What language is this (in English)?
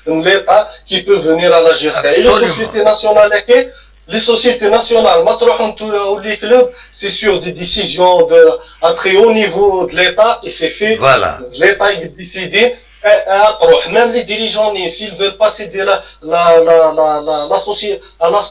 Kabyle